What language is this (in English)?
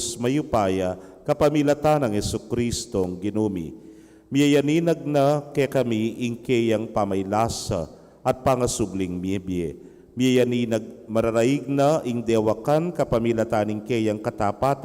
Pampanga